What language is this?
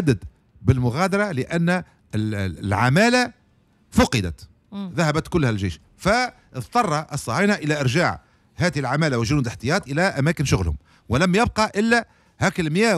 Tunisian Arabic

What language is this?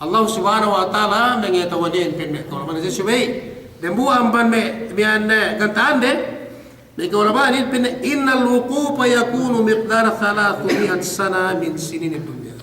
Yakan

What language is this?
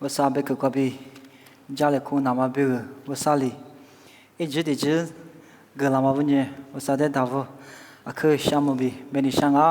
Lisu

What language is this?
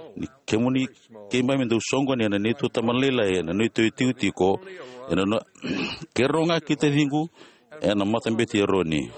Fijian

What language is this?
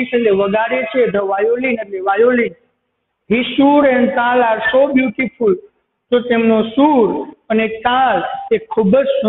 Gujarati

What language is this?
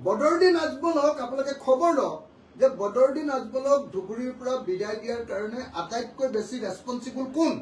Assamese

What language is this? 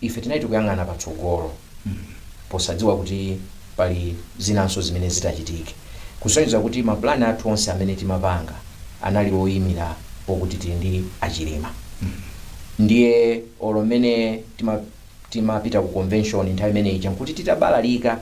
Nyanja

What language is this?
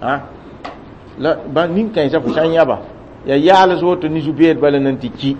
Mossi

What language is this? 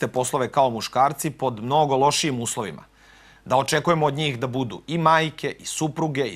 Serbian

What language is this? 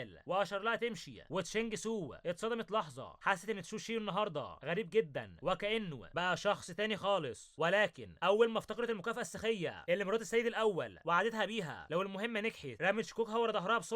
Egyptian Arabic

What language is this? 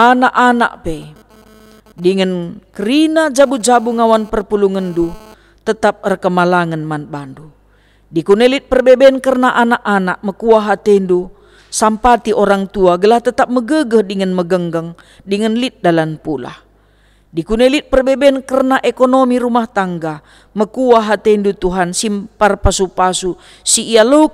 Batak Karo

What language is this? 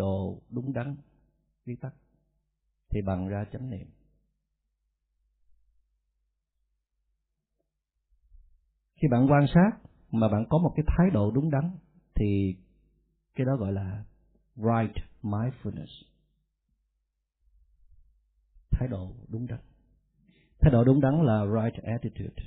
Vietnamese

